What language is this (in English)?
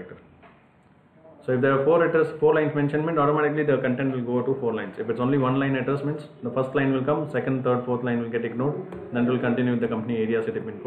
English